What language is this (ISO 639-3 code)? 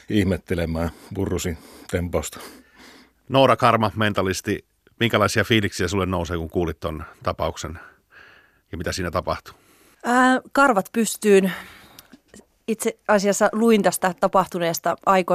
fin